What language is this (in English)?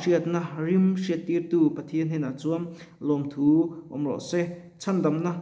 Mizo